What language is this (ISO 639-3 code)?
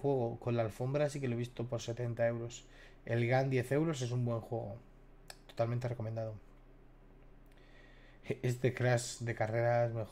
spa